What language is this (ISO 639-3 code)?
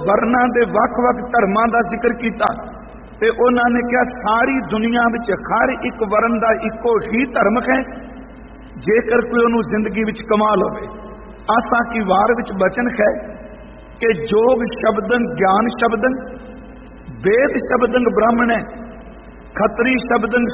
pan